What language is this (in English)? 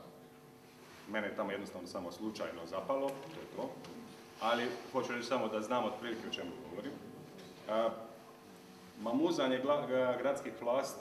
Croatian